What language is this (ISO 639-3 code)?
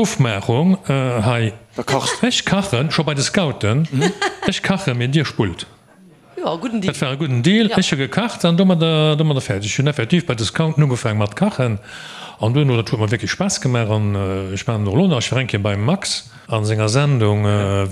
ltz